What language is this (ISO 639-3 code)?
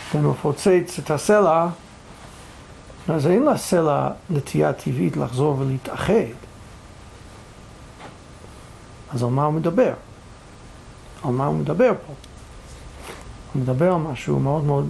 heb